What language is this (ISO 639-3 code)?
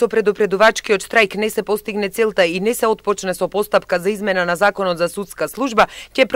mkd